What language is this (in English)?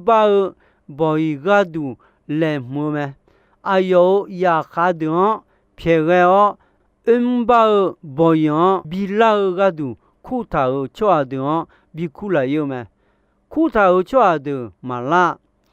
Akha